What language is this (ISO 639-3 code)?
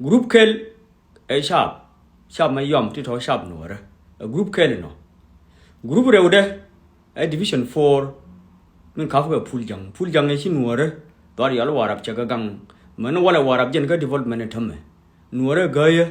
nus